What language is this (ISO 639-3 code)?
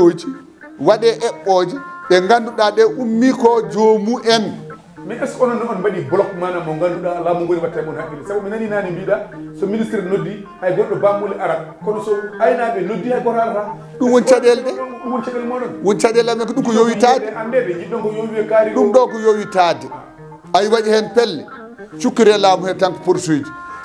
ful